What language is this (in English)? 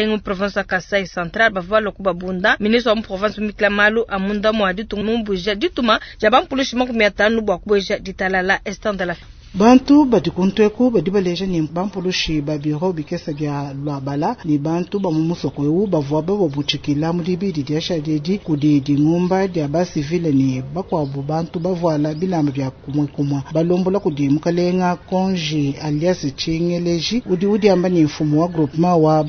Luba-Lulua